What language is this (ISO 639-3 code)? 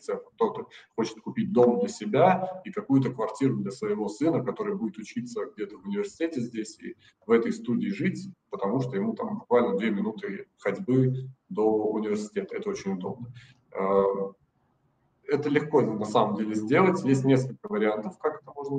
rus